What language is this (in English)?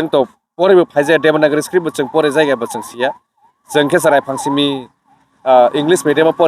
Kok Borok